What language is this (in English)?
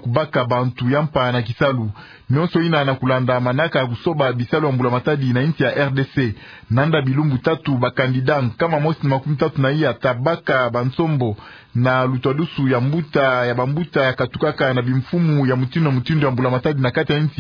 Kituba (Democratic Republic of Congo)